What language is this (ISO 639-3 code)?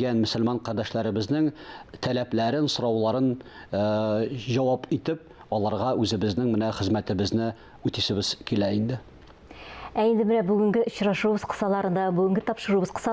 tat